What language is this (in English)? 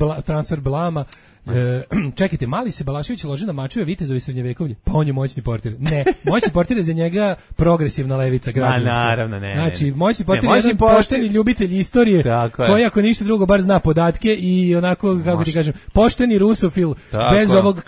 Serbian